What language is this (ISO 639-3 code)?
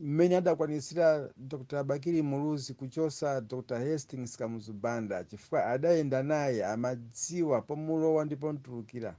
nya